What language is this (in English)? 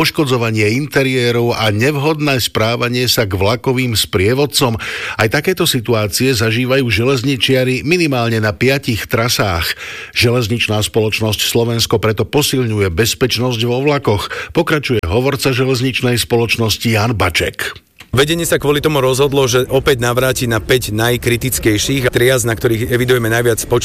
Slovak